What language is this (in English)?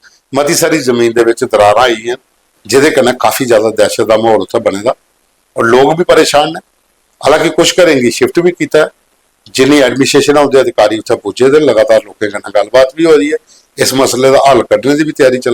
Dogri